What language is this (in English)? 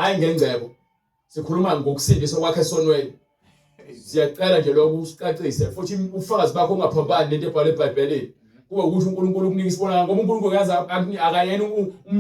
Zulu